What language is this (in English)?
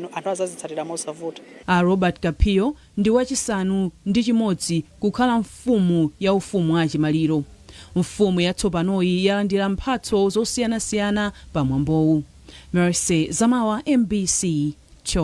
Nyanja